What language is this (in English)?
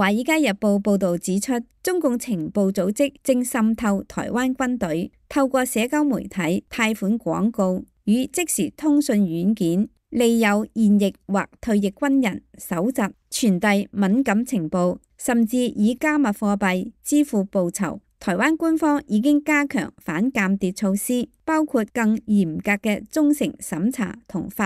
Cantonese